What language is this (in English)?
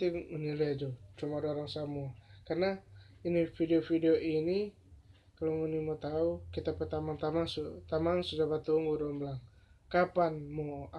Manado Malay